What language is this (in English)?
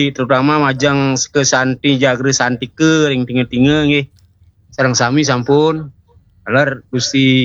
Balinese